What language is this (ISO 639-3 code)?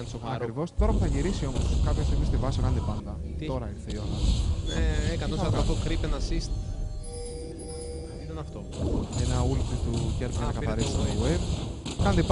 ell